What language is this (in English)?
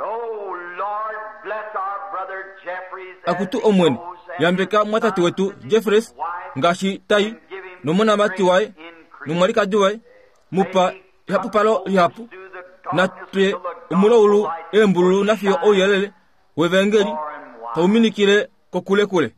Kuanyama